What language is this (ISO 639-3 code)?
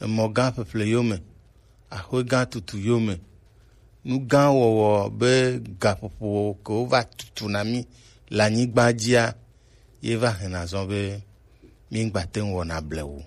gej